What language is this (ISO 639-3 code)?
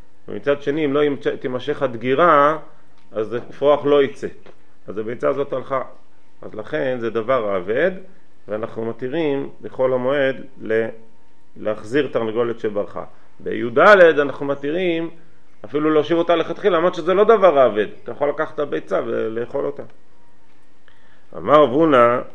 heb